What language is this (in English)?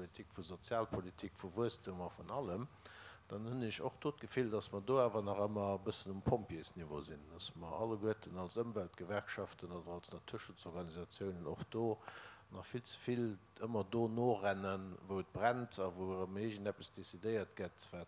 Luxembourgish